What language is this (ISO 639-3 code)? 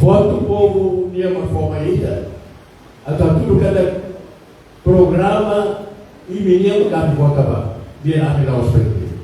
tet